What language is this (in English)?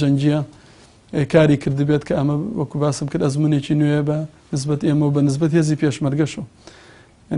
Central Kurdish